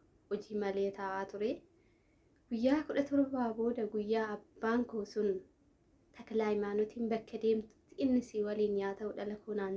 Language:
Oromo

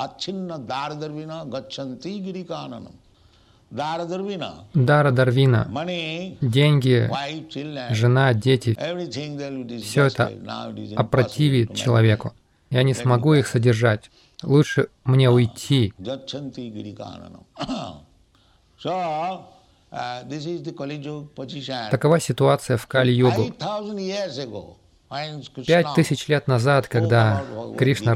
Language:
Russian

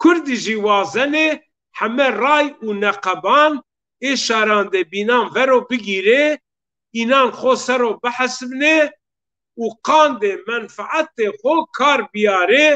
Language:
Zaza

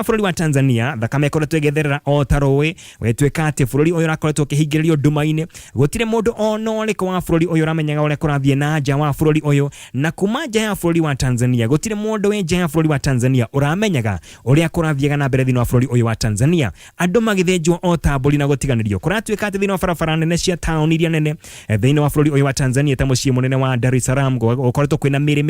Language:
Kikuyu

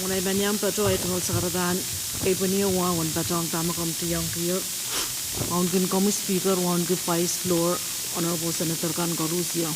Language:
Pohnpeian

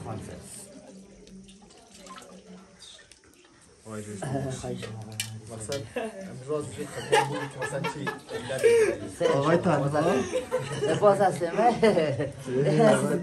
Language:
Persian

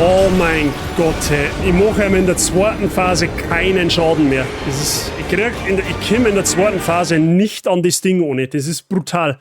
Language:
Bavarian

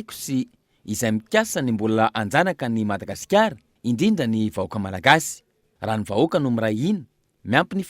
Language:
Malagasy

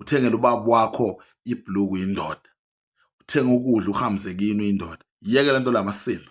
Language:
Zulu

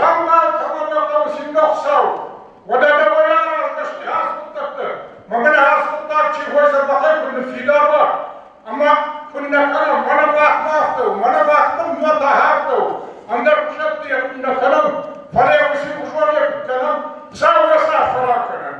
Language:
Ossetic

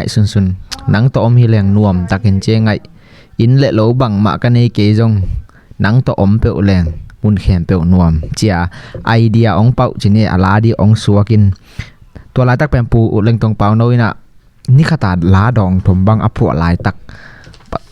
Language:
Tedim Chin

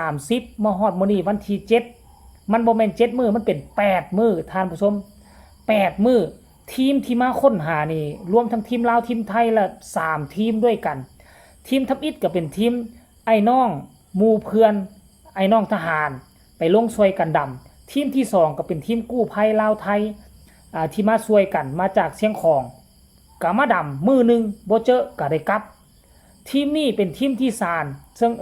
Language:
Lao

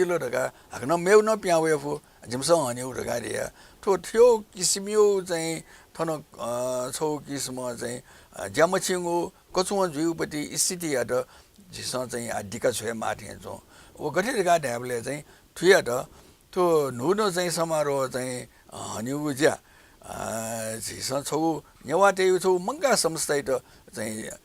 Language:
Newari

